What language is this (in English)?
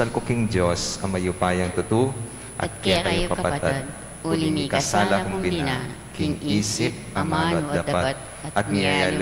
Pampanga